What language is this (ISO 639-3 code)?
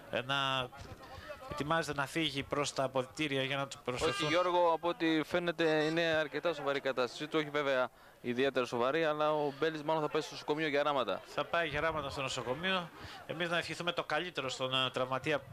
ell